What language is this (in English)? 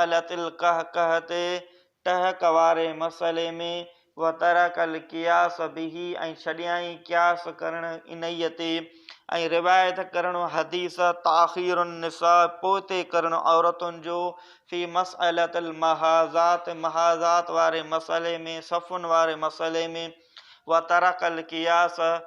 Sindhi